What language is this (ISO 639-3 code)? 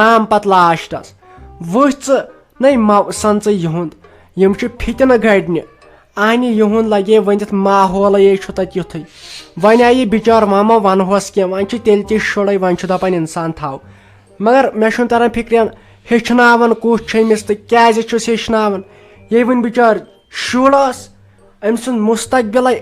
kas